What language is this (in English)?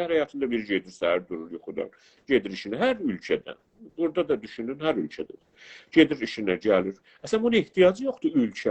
South Azerbaijani